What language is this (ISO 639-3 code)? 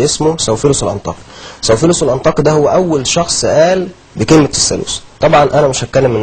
arz